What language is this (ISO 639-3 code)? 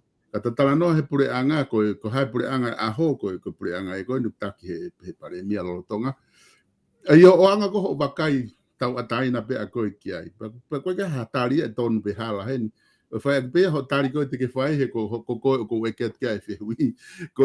ton